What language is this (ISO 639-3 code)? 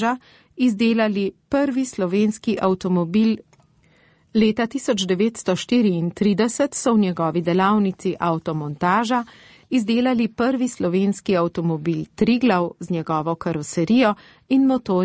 slv